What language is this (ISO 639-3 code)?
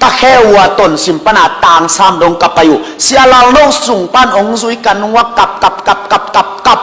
ctd